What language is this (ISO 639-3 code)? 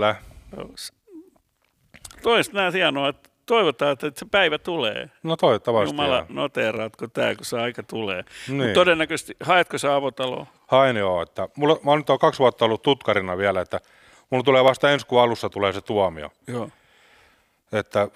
fin